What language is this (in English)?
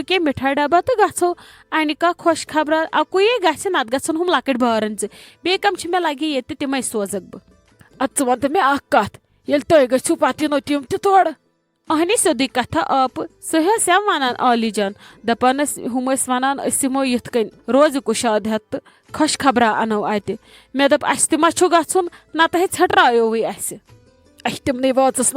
Kashmiri